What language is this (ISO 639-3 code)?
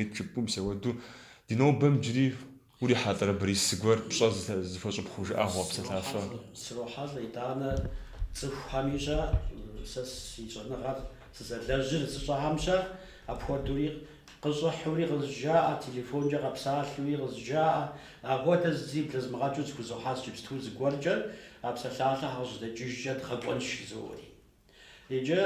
kbd